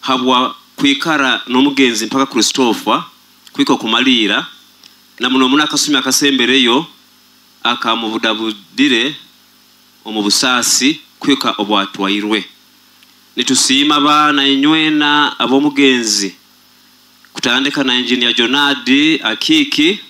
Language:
Nyoro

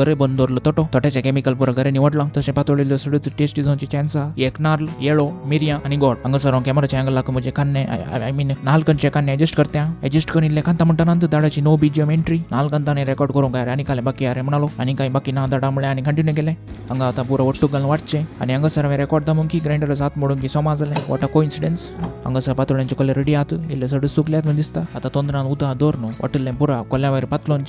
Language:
Konkani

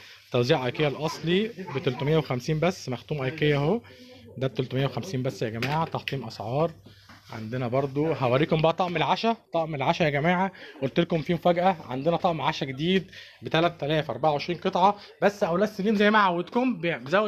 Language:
Egyptian Arabic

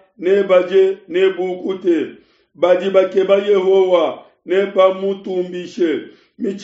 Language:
Luba-Lulua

